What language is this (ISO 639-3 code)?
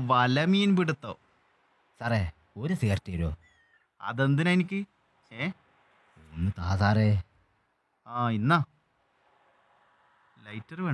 mal